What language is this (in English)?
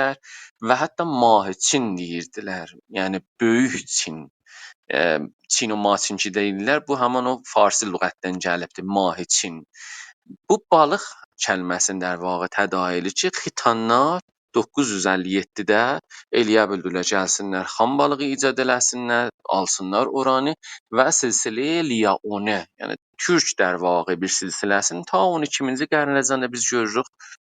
South Azerbaijani